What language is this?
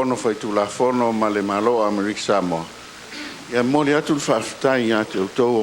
Samoan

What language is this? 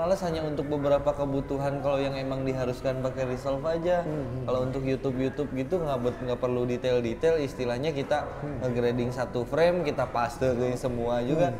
Indonesian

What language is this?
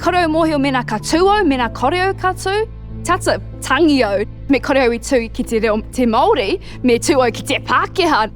Māori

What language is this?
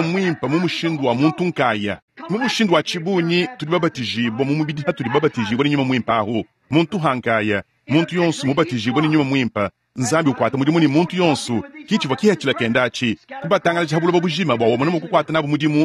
Luba-Lulua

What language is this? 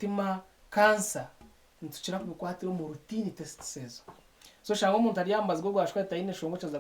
Nyankole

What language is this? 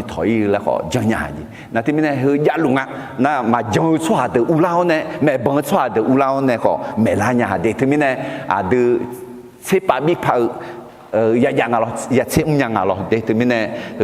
Akha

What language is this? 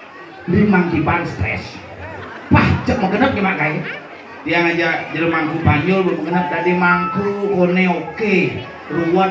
Balinese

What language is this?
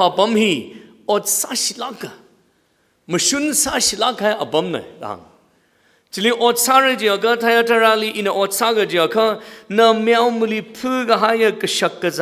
Tangkhul Naga (India)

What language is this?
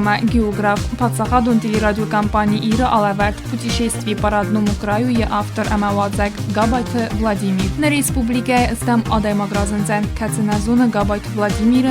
Ossetic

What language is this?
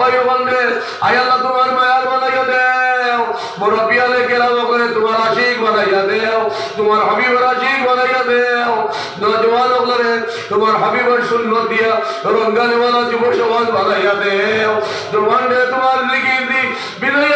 Sylheti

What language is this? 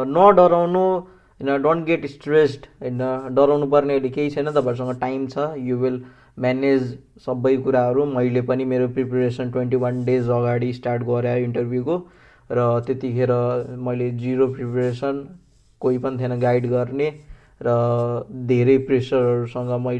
Nepali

